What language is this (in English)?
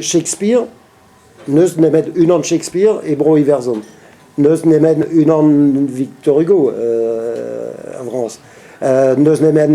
Breton